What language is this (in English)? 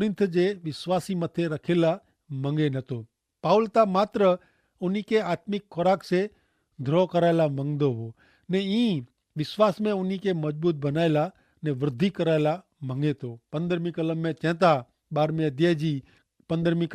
Kachhi